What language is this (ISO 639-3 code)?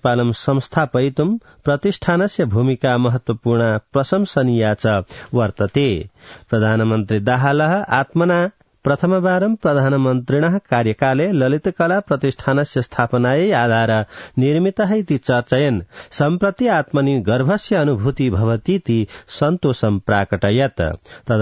san